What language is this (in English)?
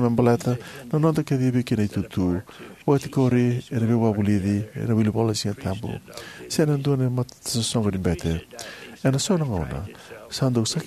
Fijian